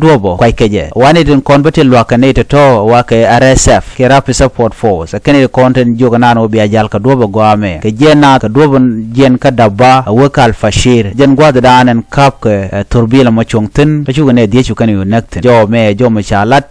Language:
Nuer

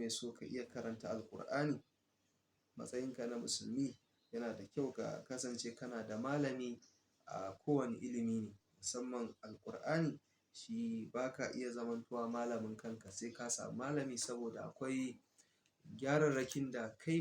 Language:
Hausa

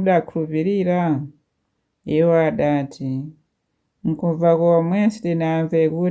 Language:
Nyanja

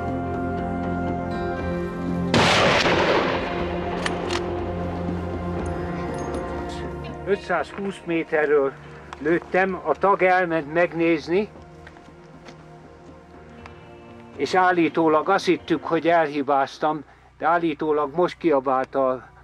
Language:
Hungarian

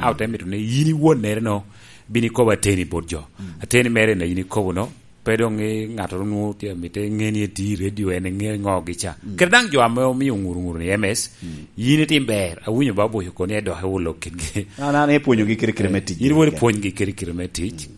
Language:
Lango (Uganda)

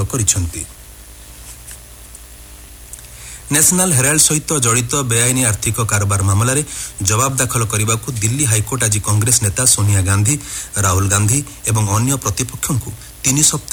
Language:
Odia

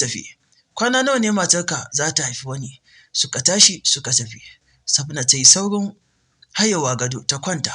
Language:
Hausa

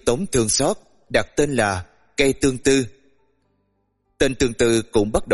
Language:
Vietnamese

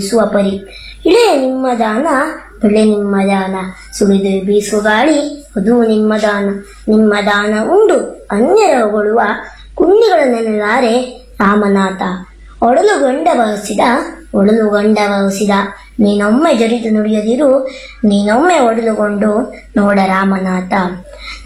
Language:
Kannada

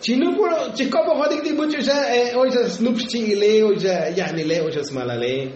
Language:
Tzotzil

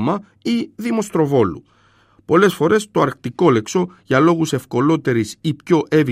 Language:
Greek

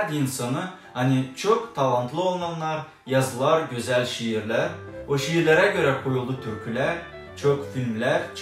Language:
Gagauz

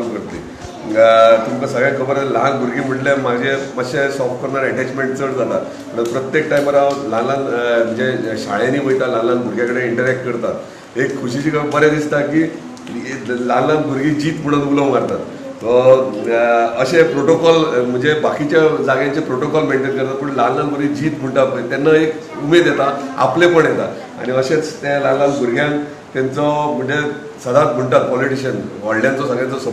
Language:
Konkani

